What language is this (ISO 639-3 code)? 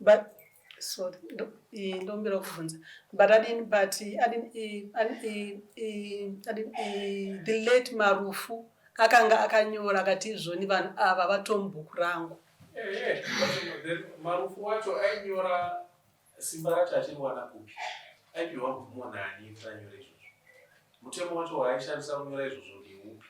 sna